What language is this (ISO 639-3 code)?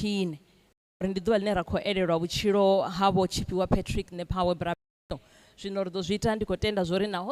ven